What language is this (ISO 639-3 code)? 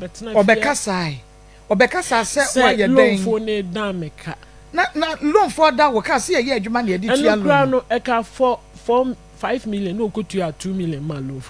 aka